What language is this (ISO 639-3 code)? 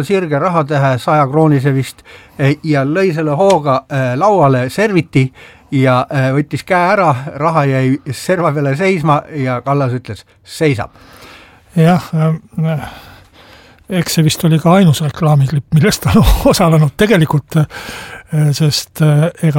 est